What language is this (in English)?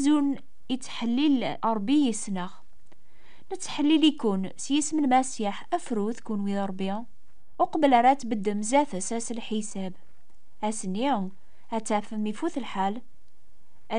Kabyle